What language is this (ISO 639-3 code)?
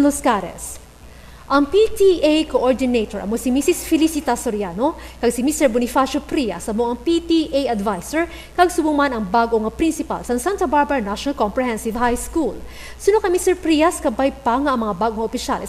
hil